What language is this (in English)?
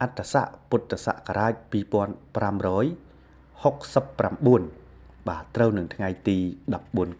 Khmer